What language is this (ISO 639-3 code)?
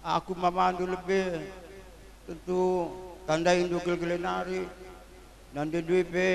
btx